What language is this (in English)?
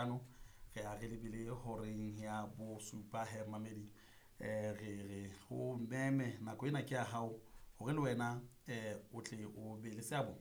Southern Sotho